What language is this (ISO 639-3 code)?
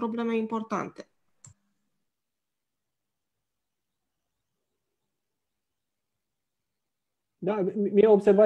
ron